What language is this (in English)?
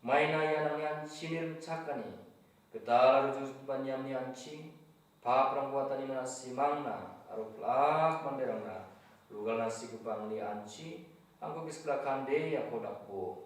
Garo